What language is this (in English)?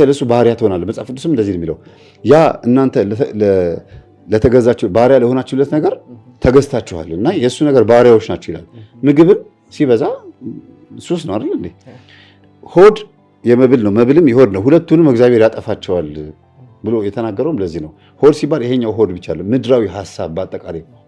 Amharic